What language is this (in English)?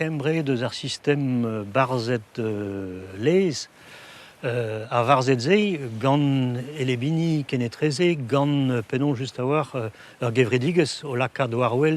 Breton